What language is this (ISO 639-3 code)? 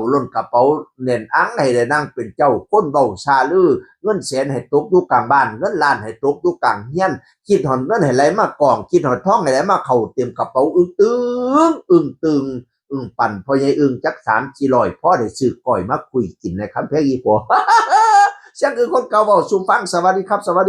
tts